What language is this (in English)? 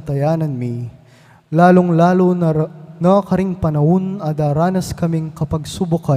Pampanga